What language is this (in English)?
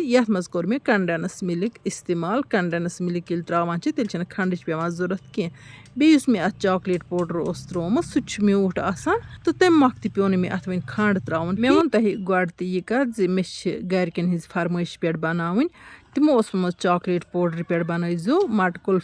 Kashmiri